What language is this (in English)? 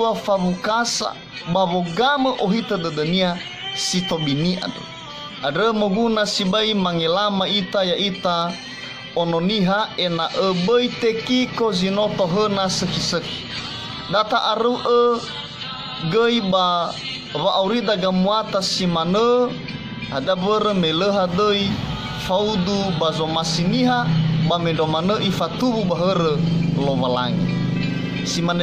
Nias